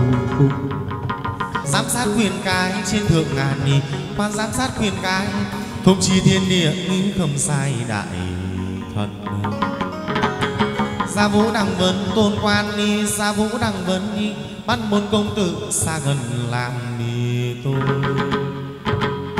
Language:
Vietnamese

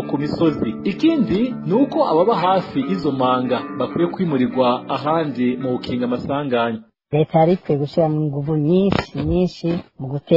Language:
Rundi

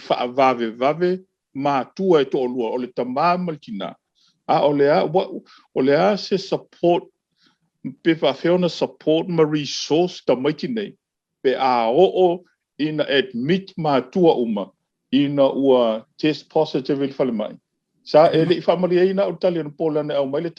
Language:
Samoan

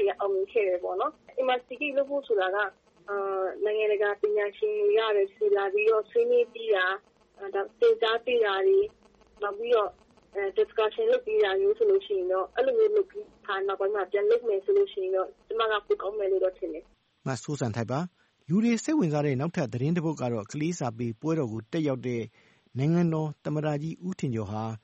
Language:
Burmese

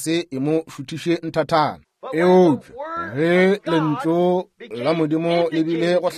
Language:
Northern Sotho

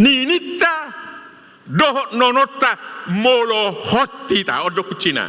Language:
Batak Toba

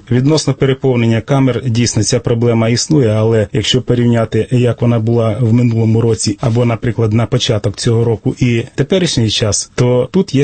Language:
Ukrainian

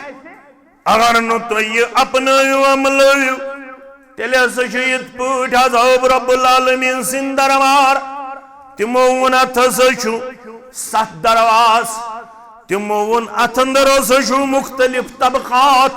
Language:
Kashmiri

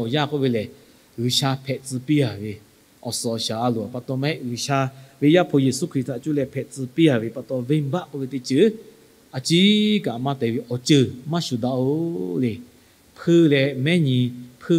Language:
Lahu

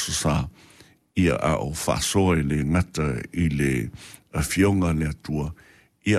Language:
Samoan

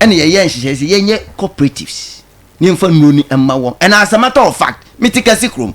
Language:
Akan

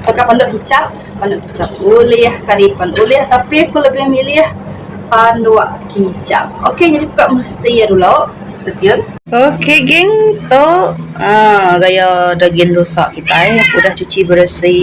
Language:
Iban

